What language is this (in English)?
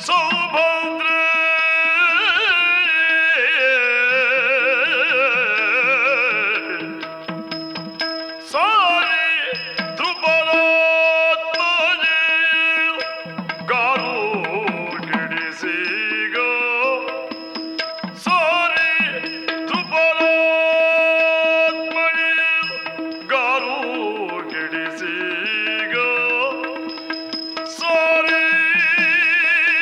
Kannada